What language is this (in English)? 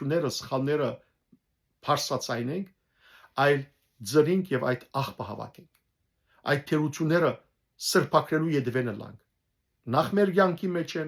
Western Armenian